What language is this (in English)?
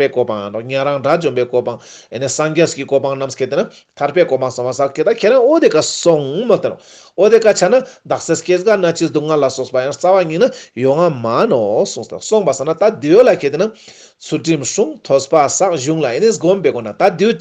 Ladakhi